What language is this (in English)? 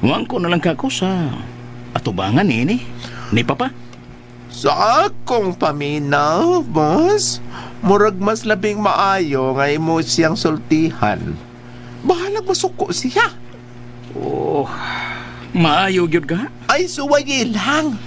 Cebuano